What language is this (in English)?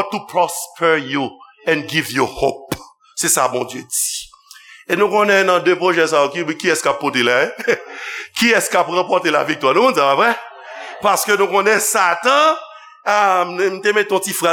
Haitian Creole